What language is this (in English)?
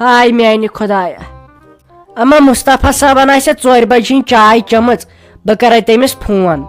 Kashmiri